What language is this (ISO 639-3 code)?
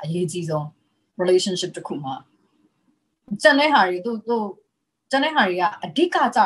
mya